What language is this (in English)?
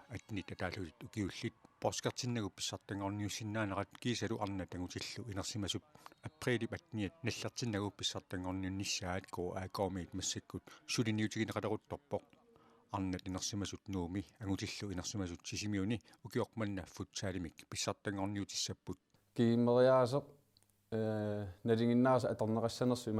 Kalaallisut